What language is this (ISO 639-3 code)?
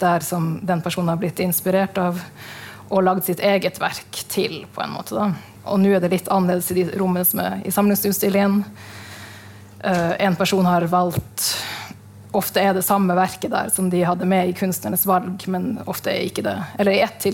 nor